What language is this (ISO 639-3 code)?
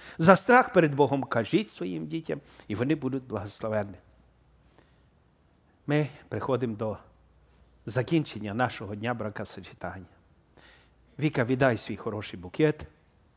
ukr